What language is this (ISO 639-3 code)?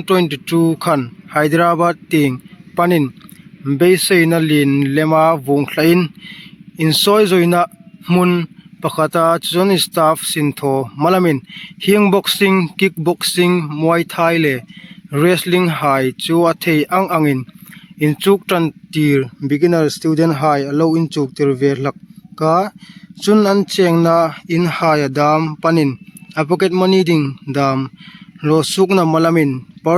hmr